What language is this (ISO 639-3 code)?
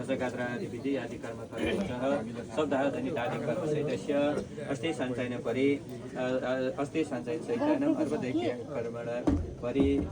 nep